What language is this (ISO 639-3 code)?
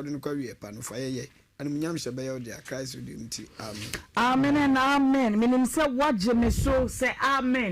aka